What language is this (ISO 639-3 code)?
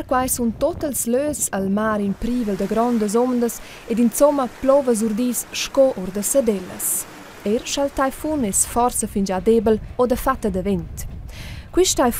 roh